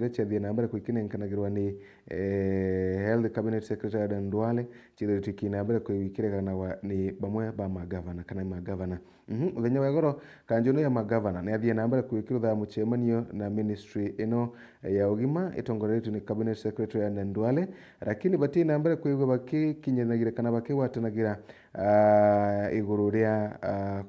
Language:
Meru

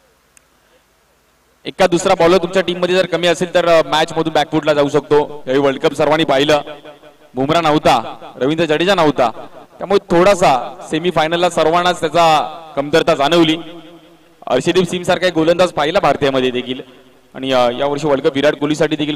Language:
Marathi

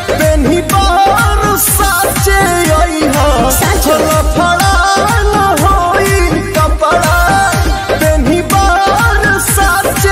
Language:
Bhojpuri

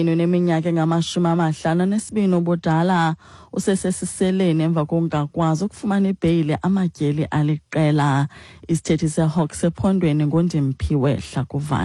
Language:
Xhosa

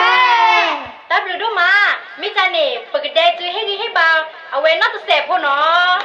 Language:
S'gaw Karen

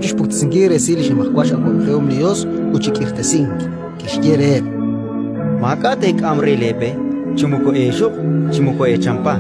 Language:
Kekchí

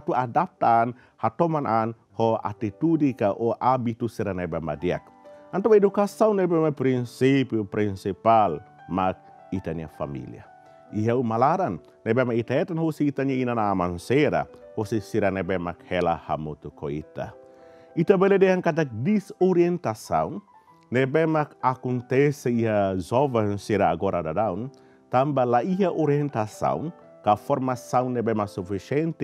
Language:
Tetum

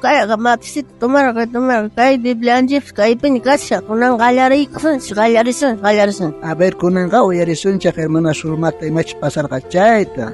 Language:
South Bolivian Quechua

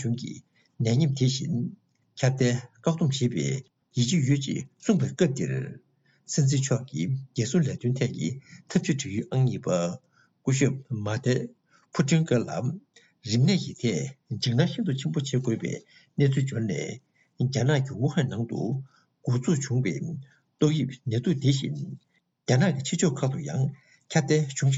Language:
Tibetan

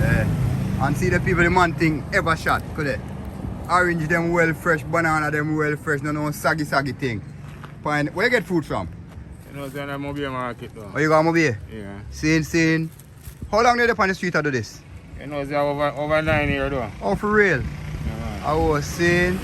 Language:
Jamaican Creole English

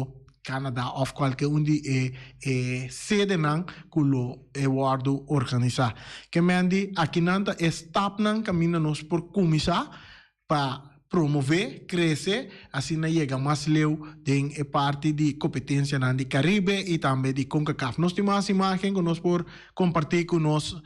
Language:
Papiamento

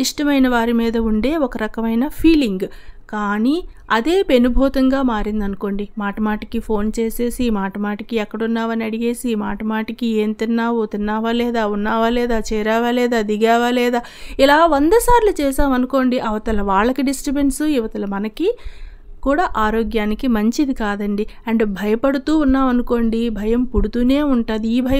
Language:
Telugu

